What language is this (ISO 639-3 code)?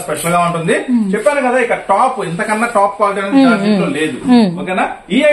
tel